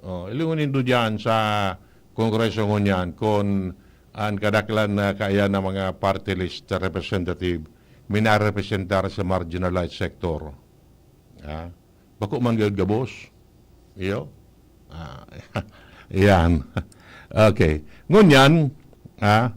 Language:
Bikol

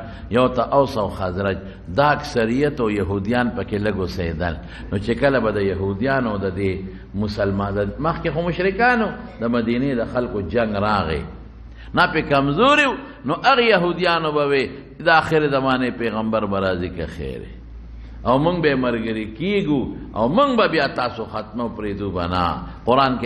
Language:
Pashto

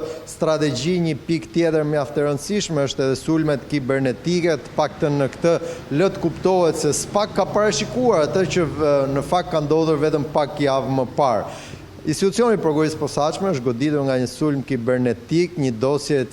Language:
Albanian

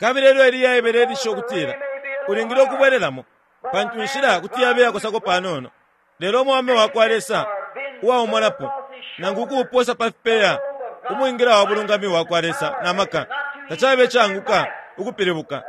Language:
Bemba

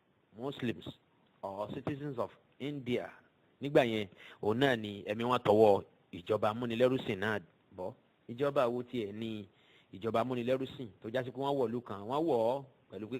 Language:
Yoruba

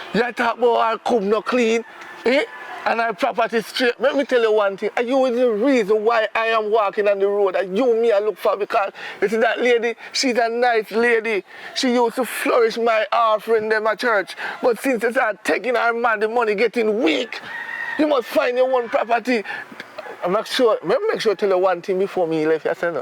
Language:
Jamaican Creole English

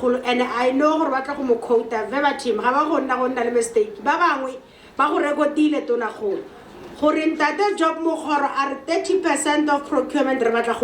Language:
Tswana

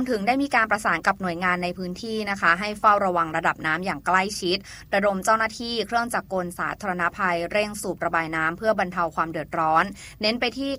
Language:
Thai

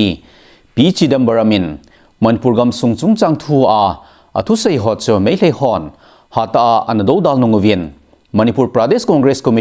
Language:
Thado Chin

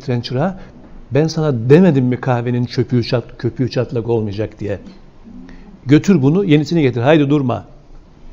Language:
Turkish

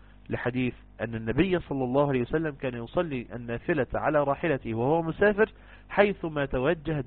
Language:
Egyptian Arabic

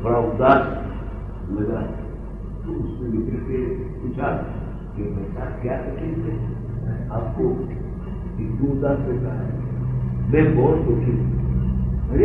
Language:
Hindi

